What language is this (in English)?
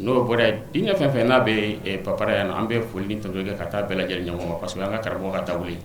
Bambara